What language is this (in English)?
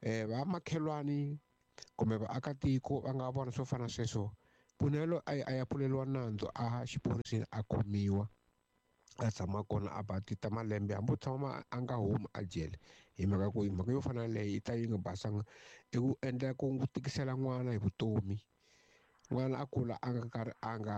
Tsonga